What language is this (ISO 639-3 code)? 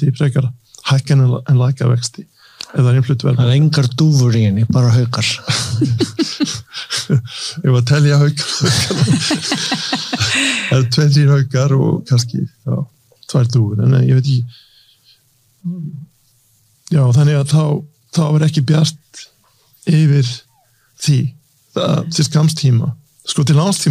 isl